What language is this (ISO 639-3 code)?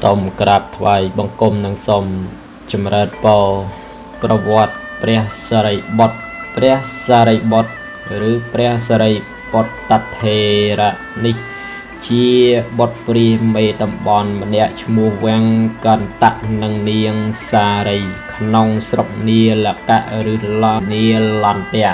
khm